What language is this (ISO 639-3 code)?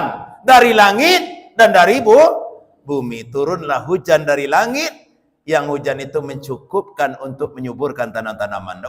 min